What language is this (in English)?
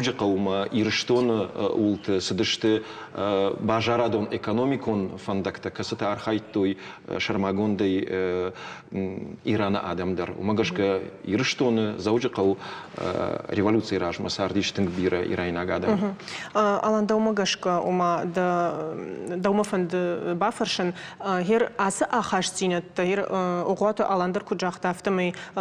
Ossetic